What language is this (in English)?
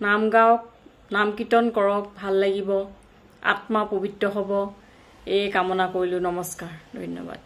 Assamese